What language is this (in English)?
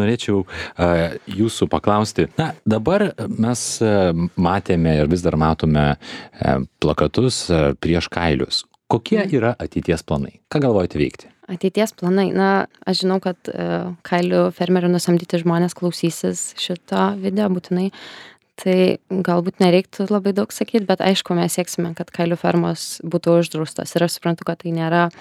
Lithuanian